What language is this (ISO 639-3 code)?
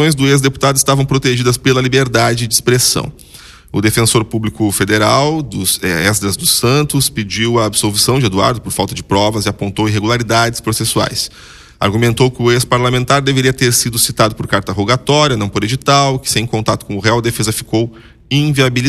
por